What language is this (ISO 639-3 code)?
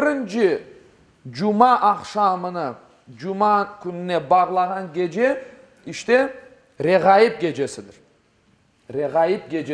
crh